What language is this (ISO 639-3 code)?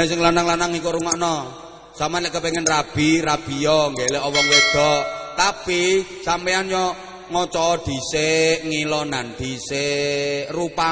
jav